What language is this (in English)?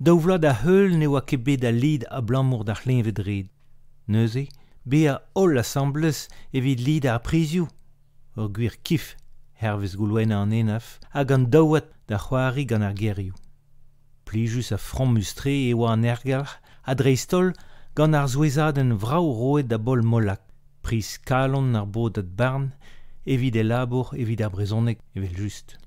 Breton